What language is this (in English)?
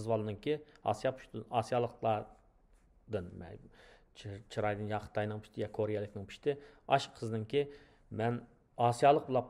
Uyghur